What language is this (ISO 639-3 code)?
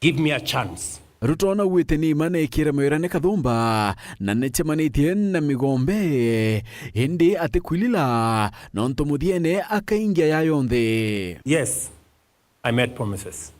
mer